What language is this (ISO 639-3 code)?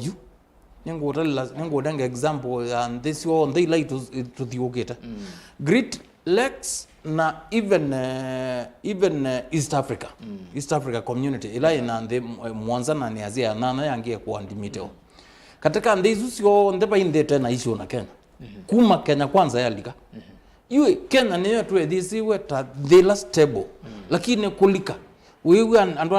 kam